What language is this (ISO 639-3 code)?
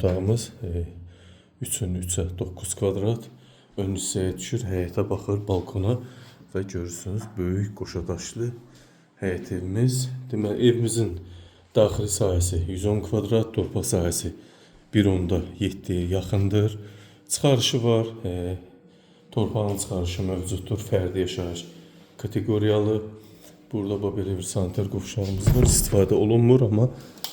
aze